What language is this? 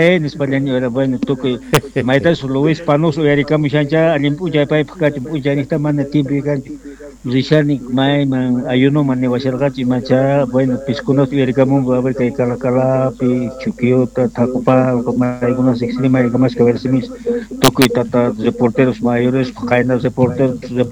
South Bolivian Quechua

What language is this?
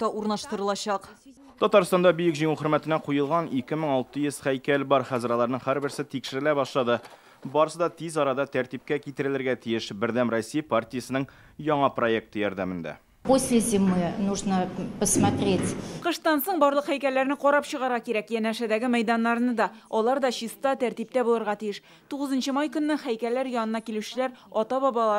Tatar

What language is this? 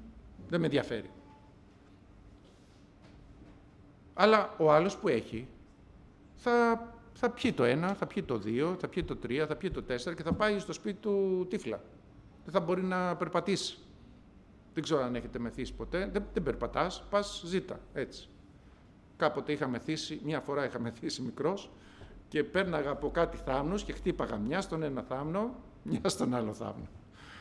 Greek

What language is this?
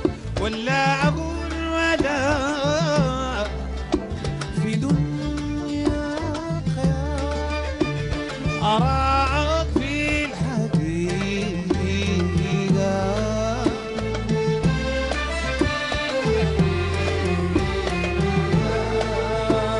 Arabic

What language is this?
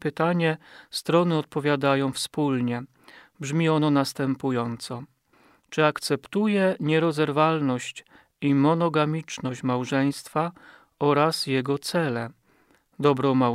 Polish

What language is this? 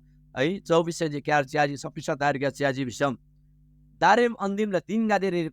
Eastern Tamang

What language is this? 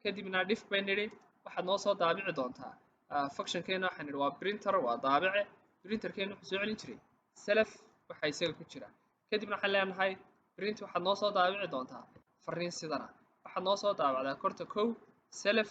Somali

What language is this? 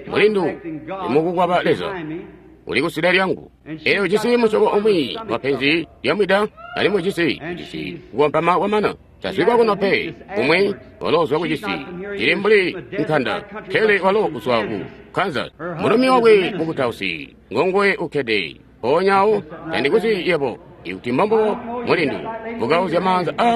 Tonga (Zambia)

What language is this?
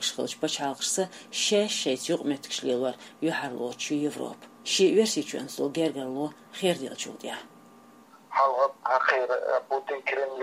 Chechen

